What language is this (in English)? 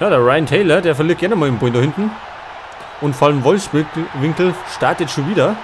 Bavarian